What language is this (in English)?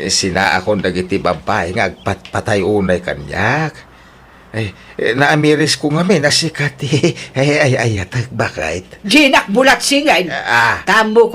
Iloko